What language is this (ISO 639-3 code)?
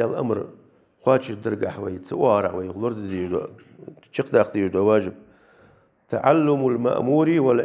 inh